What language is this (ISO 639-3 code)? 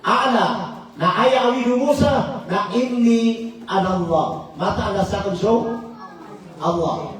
mrw